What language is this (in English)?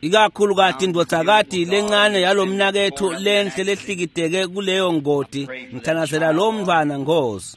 Swati